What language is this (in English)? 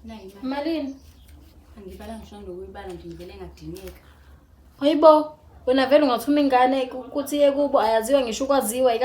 Zulu